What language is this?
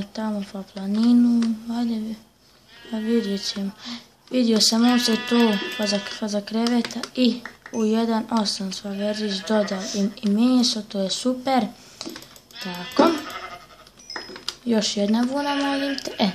Croatian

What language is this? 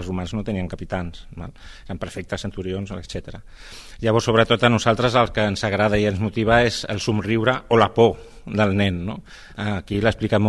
Catalan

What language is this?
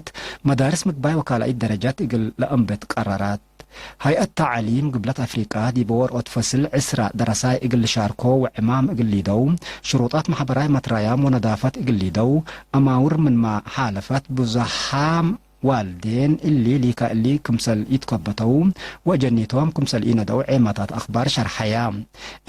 Tigre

